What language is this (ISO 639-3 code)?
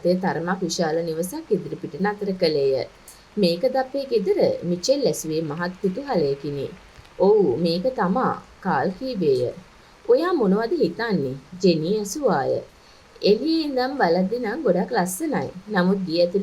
sin